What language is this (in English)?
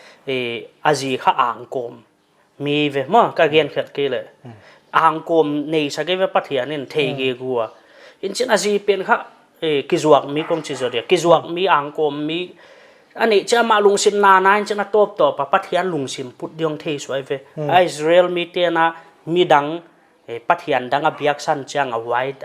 Paite Chin